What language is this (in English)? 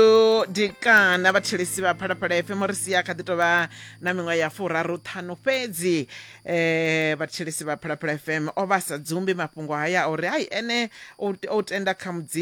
Venda